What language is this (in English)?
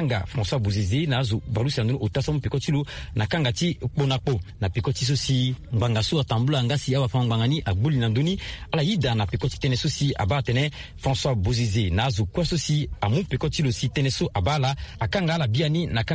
Sango